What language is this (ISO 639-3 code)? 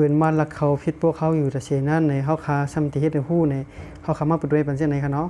shn